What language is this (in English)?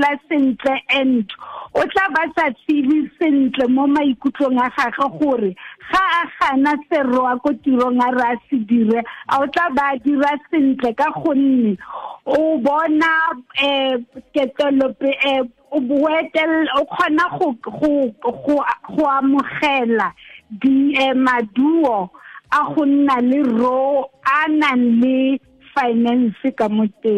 Tswana